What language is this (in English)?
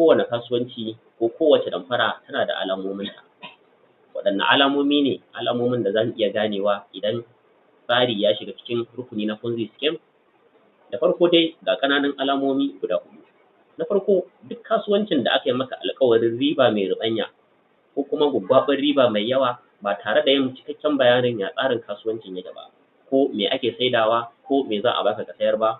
Hausa